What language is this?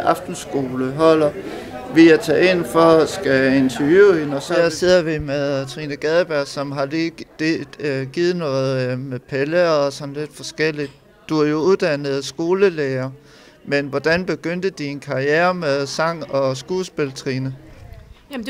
Danish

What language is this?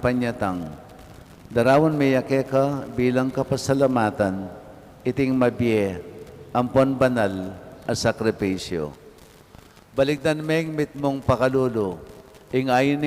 Pampanga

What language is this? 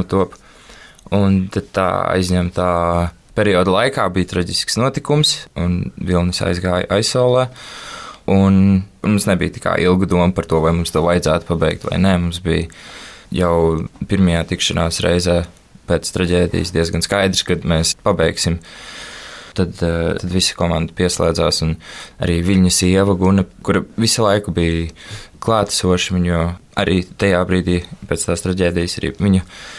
Latvian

